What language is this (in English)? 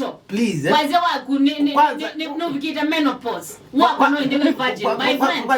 Kamba